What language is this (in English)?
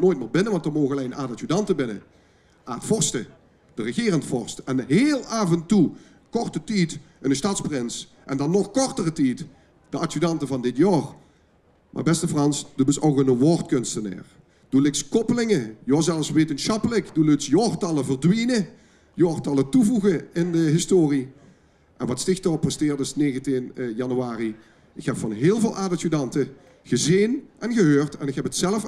Limburgish